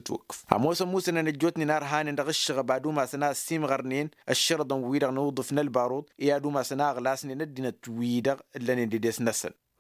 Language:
Tamasheq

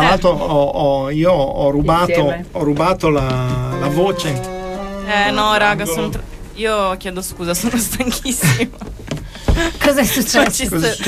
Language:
Italian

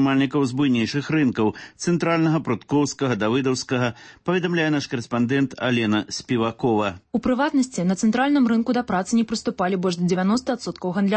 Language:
Belarusian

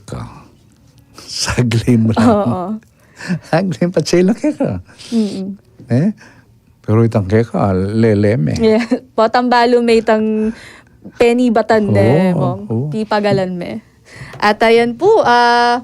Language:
Pampanga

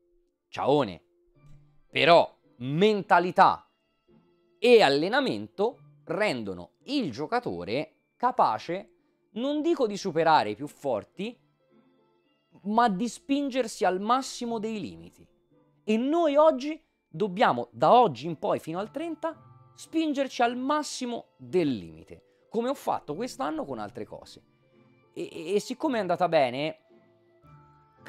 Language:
Italian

